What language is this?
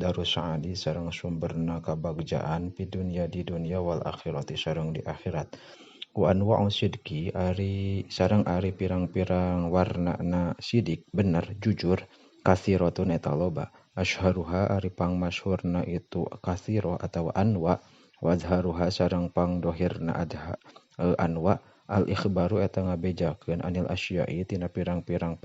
Sundanese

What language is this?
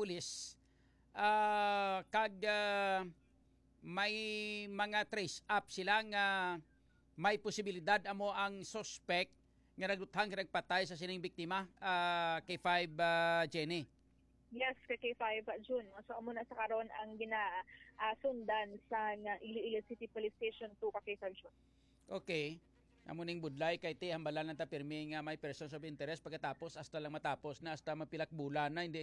Hiligaynon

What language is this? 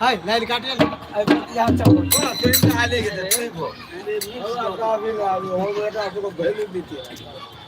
Maithili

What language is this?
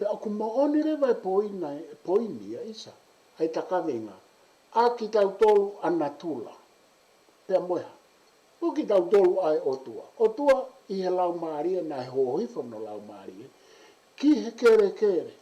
Tongan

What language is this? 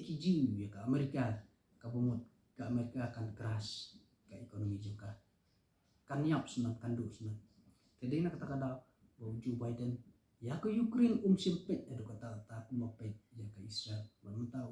Khasi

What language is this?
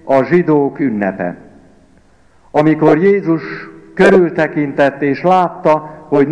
Hungarian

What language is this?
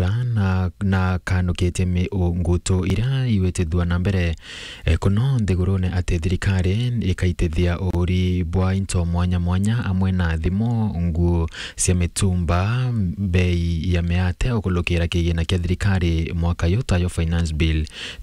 Meru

